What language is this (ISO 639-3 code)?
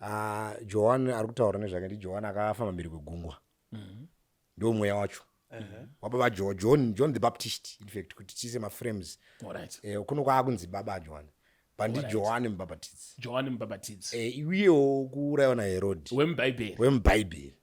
sna